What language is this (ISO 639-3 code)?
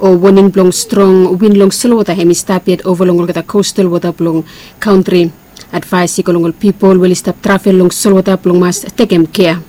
bis